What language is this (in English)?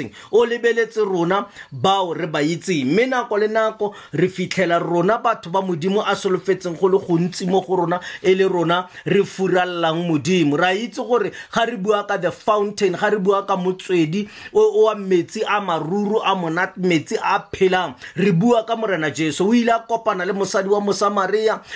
Tswana